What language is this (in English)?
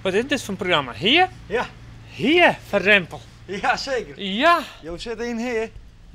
Western Frisian